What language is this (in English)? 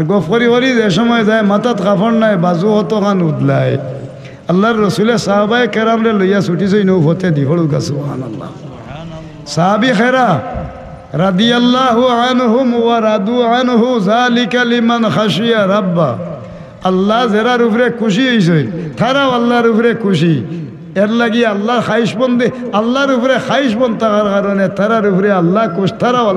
Sylheti